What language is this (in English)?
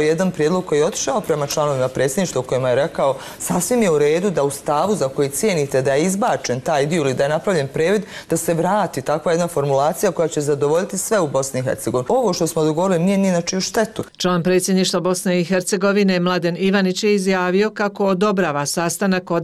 Bosnian